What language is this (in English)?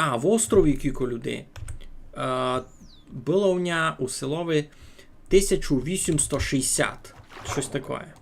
Rusyn